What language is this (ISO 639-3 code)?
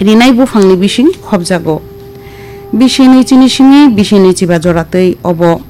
trp